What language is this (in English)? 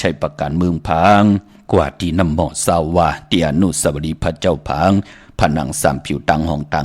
Shan